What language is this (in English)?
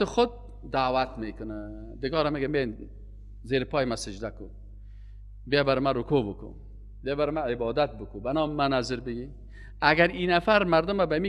Persian